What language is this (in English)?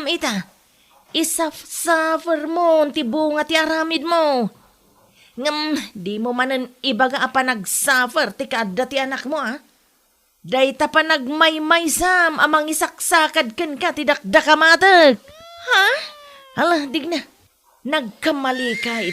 Iloko